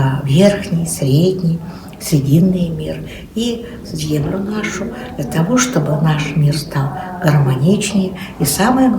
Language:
Yakut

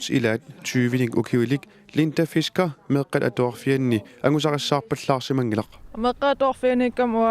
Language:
Kalaallisut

